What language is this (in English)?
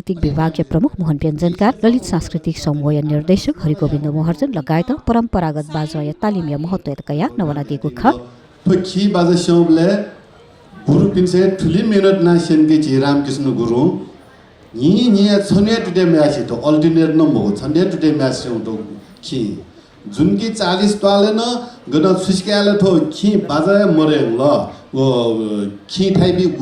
Newari